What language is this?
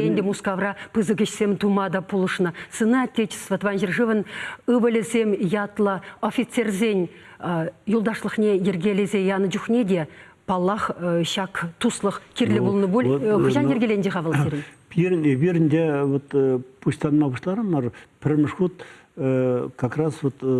Chuvash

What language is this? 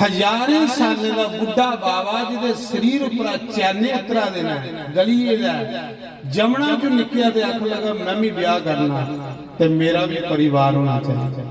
Dogri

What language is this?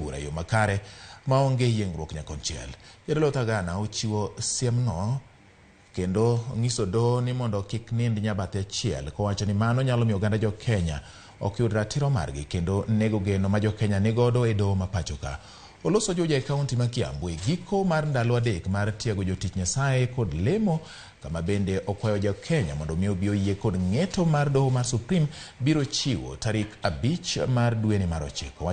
Luo (Kenya and Tanzania)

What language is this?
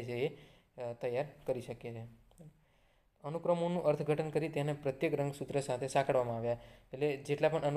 Gujarati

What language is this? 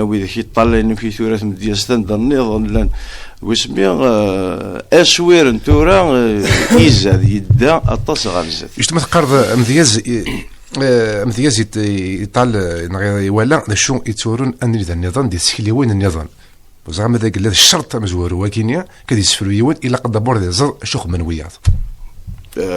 Kabyle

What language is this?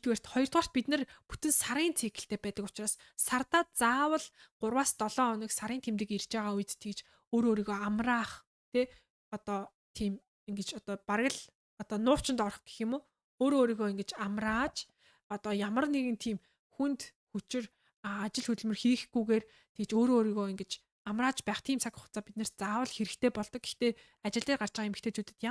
Mongolian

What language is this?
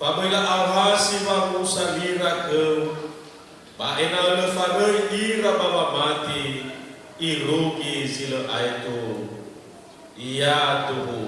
Nias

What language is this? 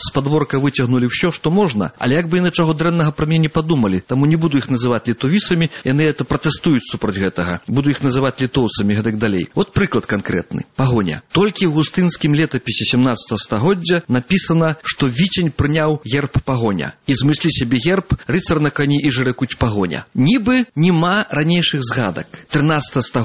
Belarusian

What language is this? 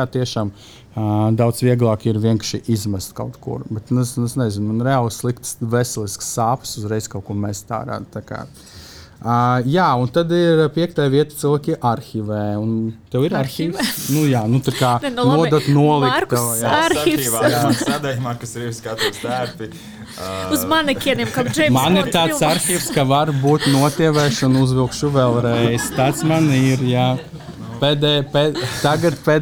Latvian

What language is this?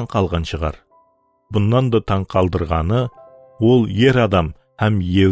Kara-Kalpak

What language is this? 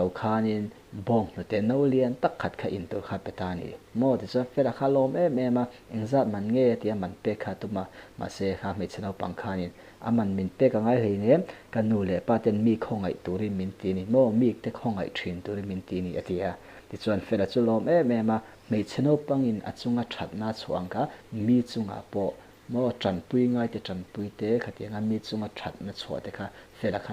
Mizo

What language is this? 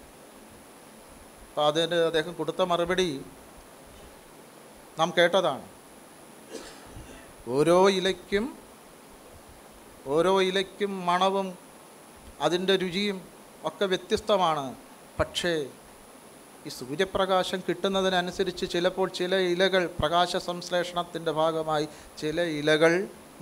Malayalam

